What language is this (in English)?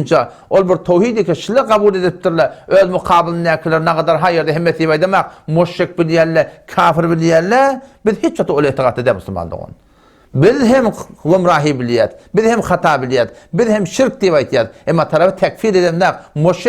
Turkmen